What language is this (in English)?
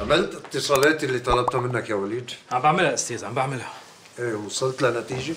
North Levantine Arabic